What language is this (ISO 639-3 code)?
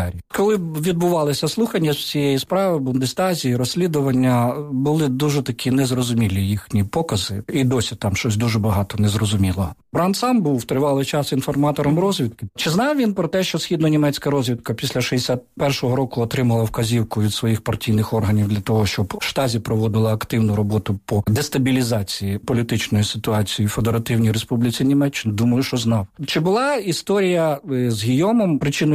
ukr